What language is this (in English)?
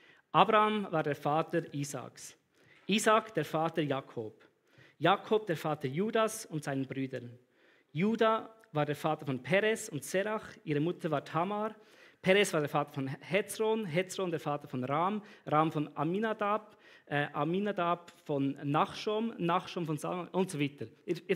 Swiss German